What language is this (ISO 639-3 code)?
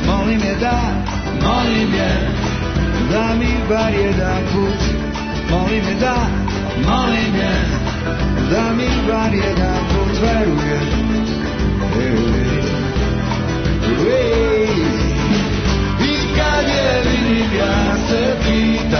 srp